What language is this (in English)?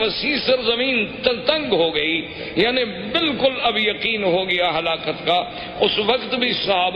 Urdu